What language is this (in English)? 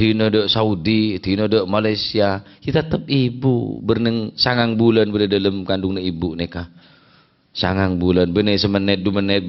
Madurese